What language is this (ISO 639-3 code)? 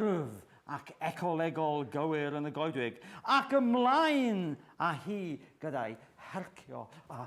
cym